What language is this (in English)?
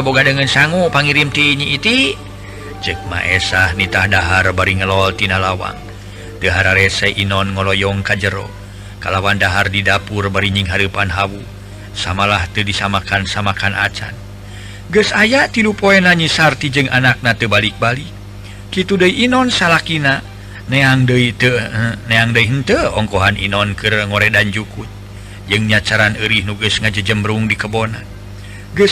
Sundanese